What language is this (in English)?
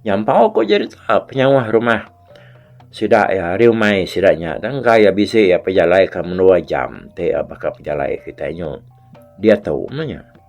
Iban